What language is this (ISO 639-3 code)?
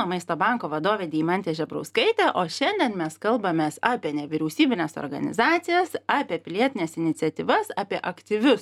lit